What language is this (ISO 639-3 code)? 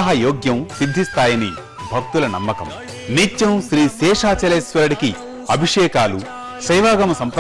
tel